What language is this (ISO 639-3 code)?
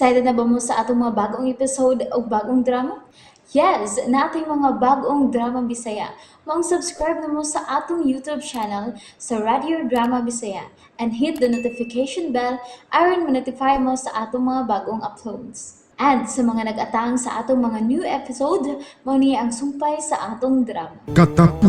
ceb